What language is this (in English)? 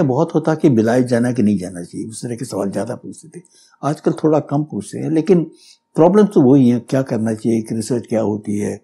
Hindi